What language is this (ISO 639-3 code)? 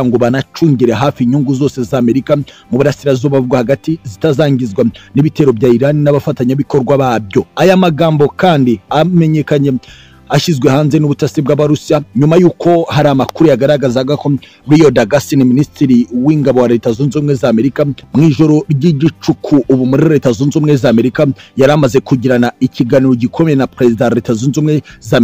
kin